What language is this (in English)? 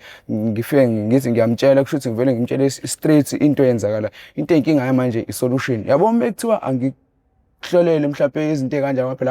Zulu